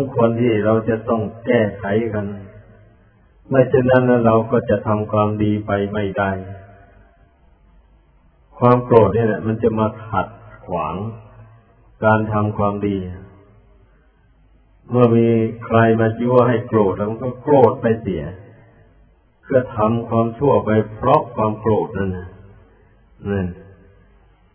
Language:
Thai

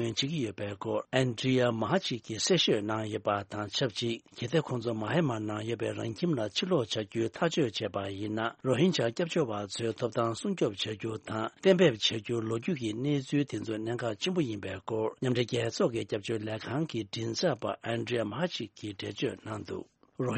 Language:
Tibetan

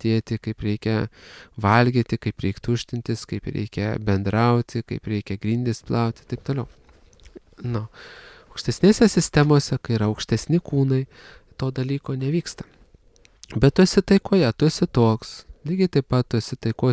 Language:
Lithuanian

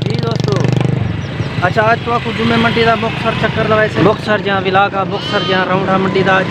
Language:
Saraiki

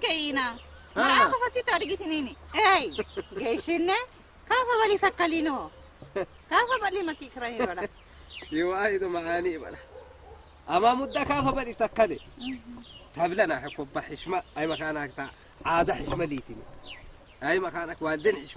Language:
Saho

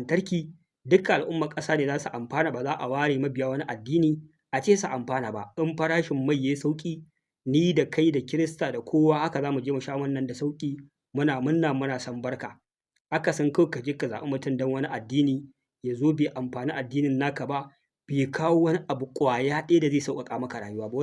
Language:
Hausa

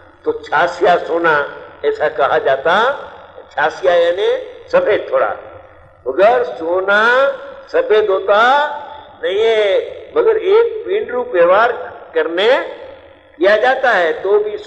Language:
Gujarati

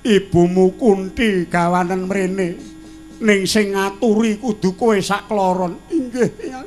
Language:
Javanese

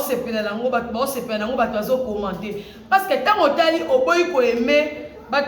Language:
Lingala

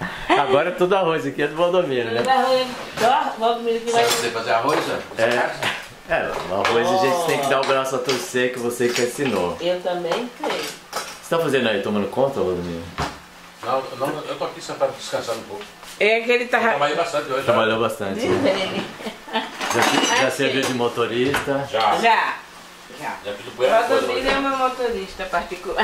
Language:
Portuguese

